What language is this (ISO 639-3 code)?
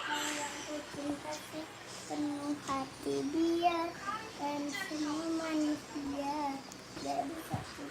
bew